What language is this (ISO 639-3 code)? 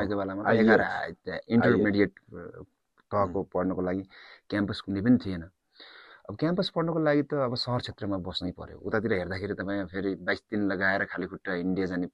nep